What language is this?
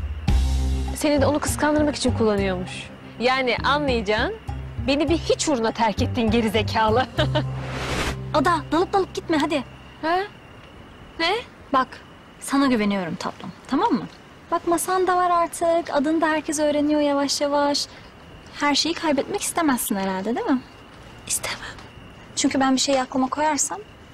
Turkish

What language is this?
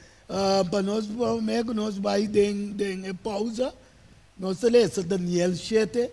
Papiamento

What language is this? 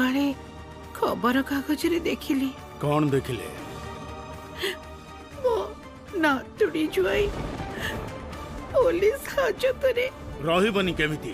Odia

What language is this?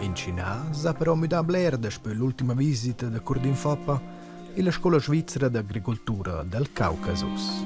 Romansh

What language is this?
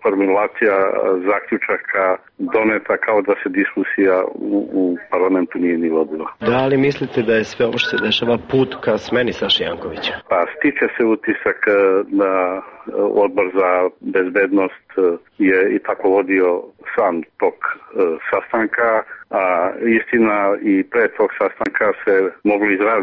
Serbian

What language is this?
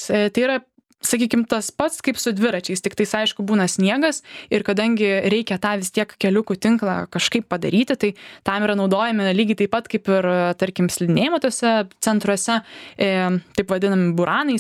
Lithuanian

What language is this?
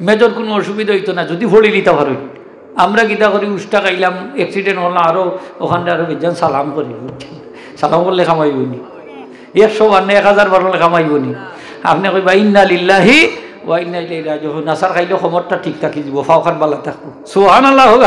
Sylheti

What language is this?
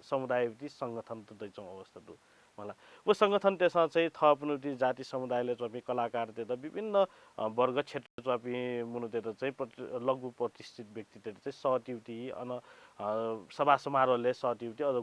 Newari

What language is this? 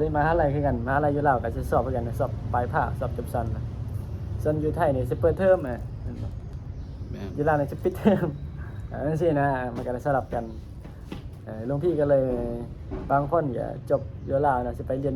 Lao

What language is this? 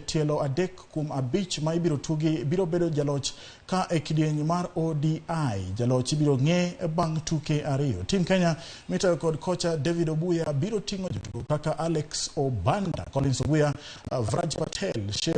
Luo (Kenya and Tanzania)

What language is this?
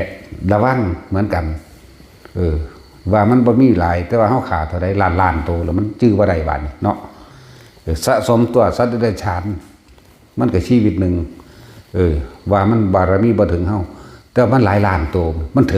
Lao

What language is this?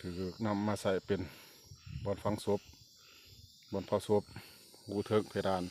Lao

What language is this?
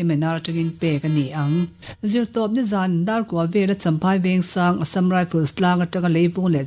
Mizo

